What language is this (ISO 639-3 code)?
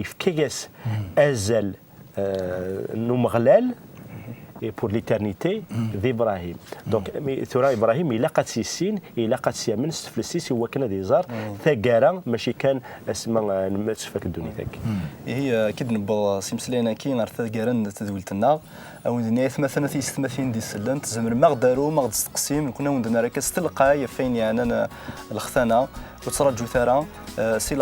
kab